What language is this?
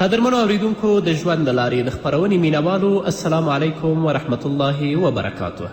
Pashto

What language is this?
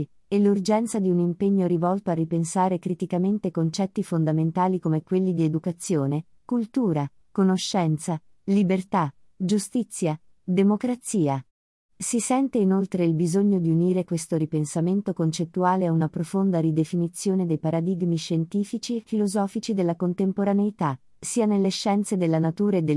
Italian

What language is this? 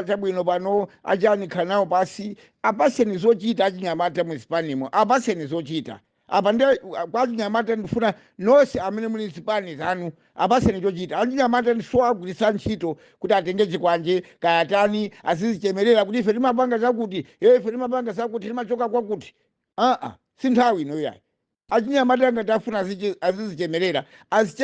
Nyanja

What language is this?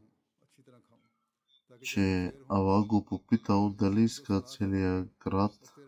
Bulgarian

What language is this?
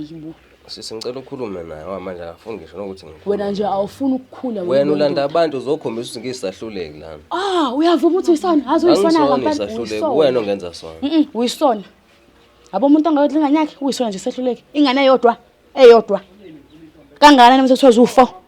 Zulu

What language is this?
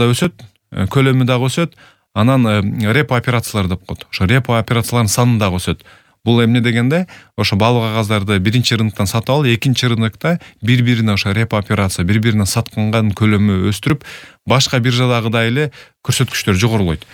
Kyrgyz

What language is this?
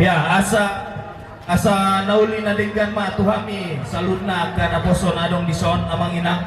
Batak Toba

